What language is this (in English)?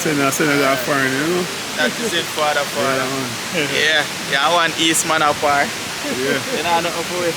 Jamaican Creole English